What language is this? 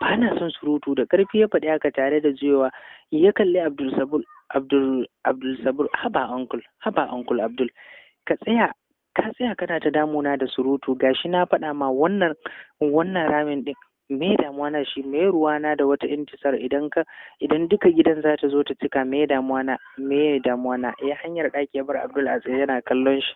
Hausa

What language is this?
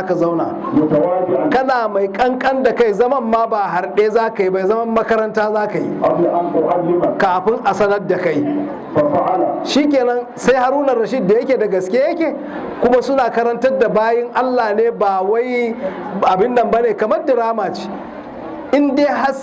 Hausa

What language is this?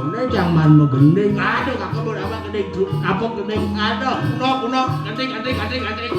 Balinese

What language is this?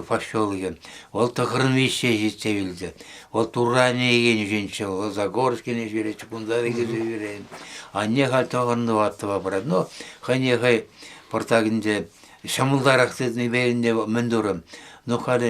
Chuvash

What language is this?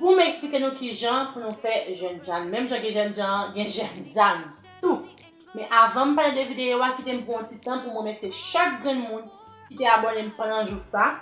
Haitian Creole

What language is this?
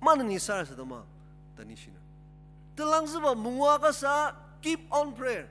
Ao Naga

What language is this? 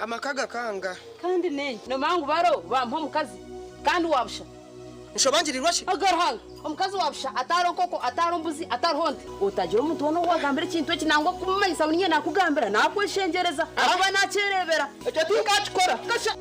Nyankole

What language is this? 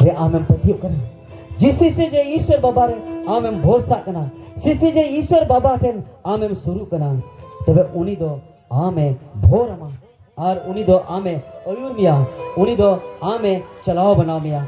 Santali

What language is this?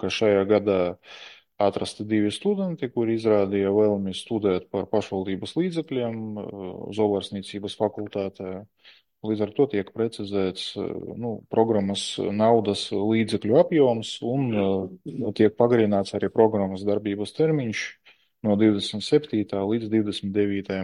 Latvian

